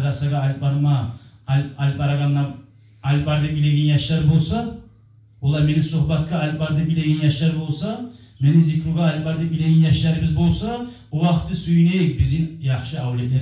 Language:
Kumyk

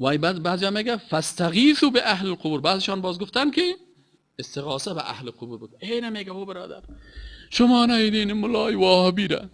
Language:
Persian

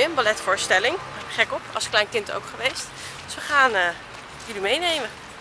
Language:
Dutch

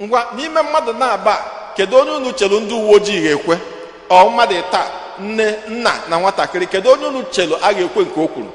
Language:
Igbo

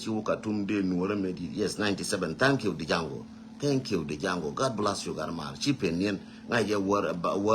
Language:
Nuer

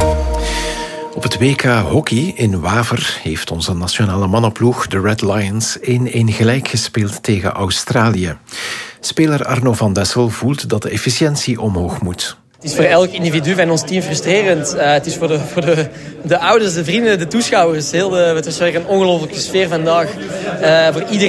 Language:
Dutch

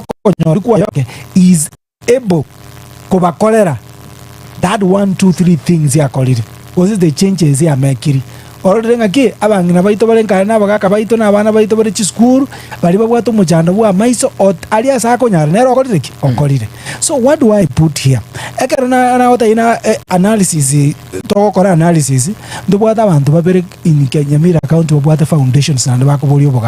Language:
Gusii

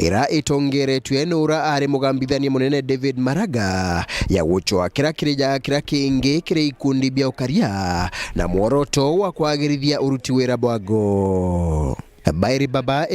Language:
Meru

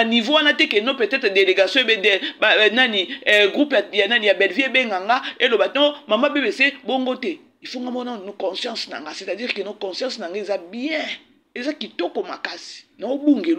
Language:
Lingala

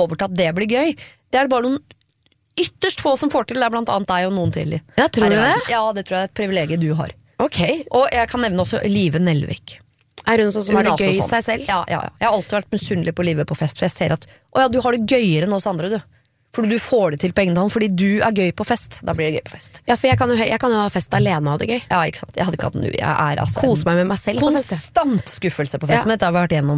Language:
Norwegian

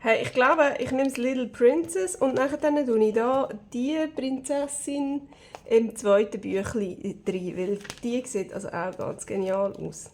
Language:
Swiss German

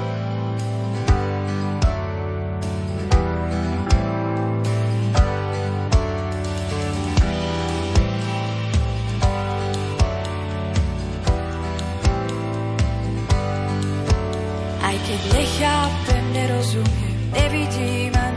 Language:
Slovak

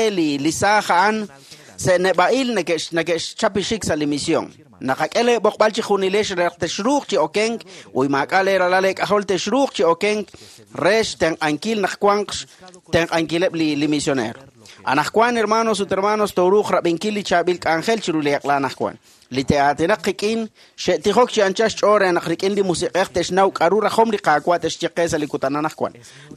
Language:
Kekchí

